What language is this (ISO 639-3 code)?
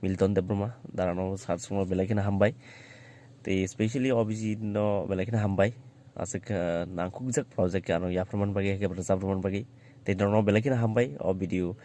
trp